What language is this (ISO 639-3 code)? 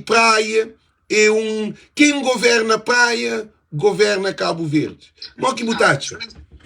kea